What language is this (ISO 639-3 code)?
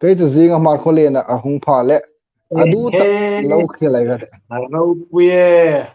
hmr